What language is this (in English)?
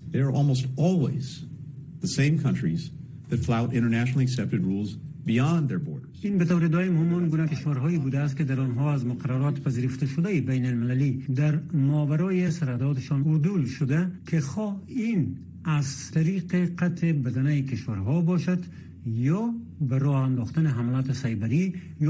Persian